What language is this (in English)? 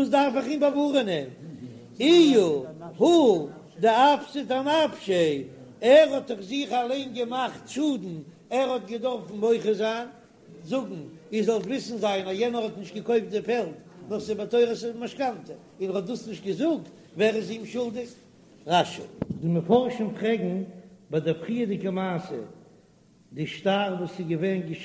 Yiddish